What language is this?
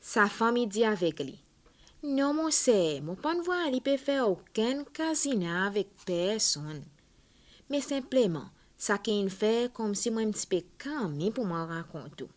Seselwa Creole French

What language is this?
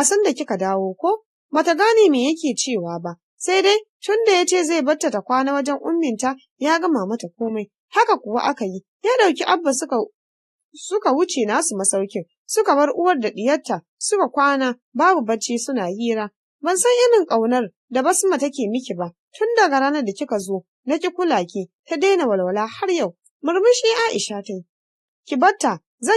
Hausa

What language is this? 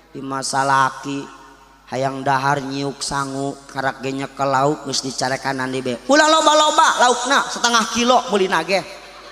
Sundanese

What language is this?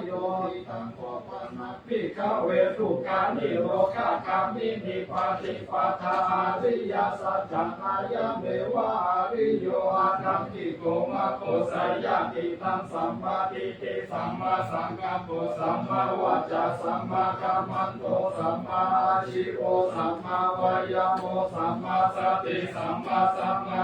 Pali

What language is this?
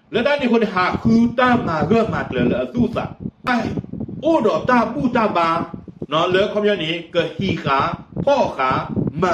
S'gaw Karen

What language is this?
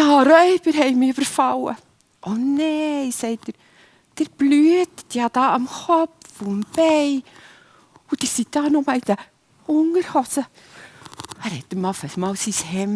Swiss German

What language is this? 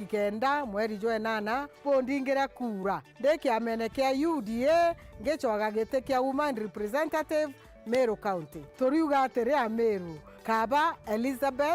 Meru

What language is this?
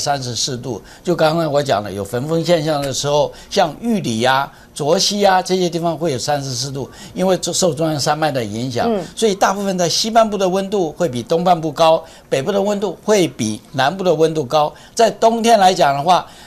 Chinese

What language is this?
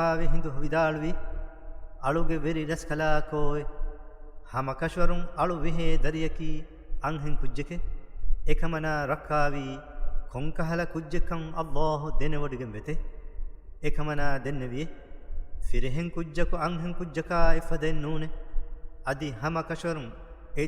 Divehi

